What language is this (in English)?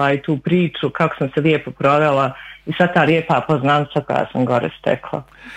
Bosnian